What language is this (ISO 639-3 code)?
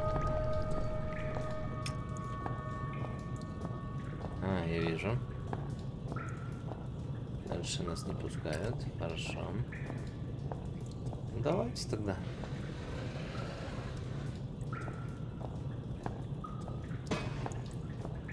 rus